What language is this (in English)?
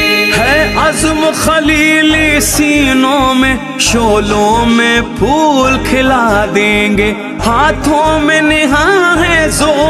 Urdu